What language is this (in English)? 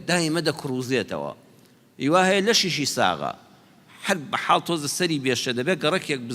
Central Kurdish